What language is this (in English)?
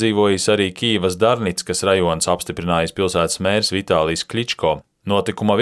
Latvian